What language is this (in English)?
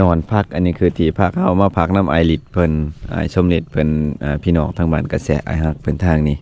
Lao